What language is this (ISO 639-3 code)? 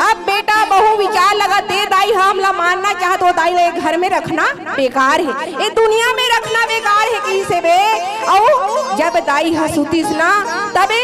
hne